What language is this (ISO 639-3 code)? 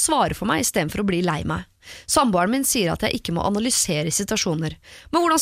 nor